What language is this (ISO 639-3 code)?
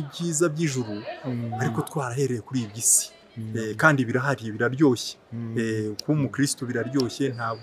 kin